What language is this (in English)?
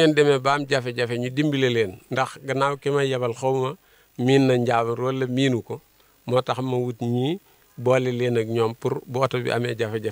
Wolof